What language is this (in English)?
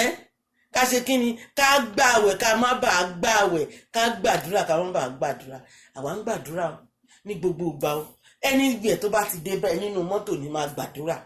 Yoruba